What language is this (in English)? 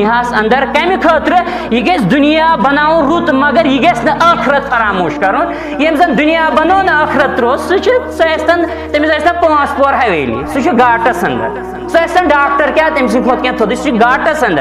Kashmiri